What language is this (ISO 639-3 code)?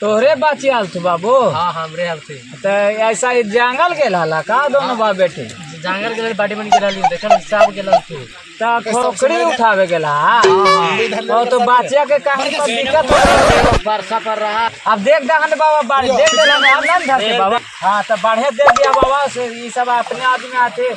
mag